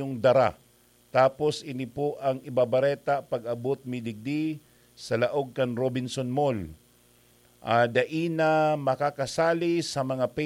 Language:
Bikol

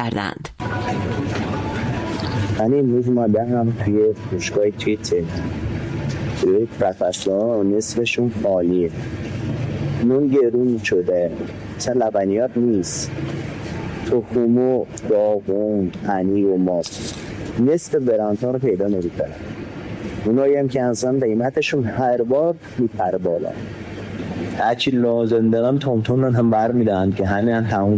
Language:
Persian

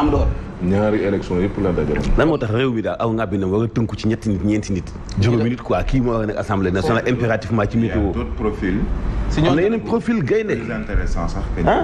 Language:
Wolof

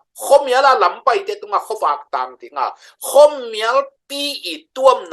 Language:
Tedim Chin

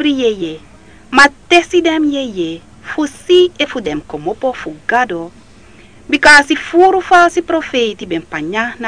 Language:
Sranan Tongo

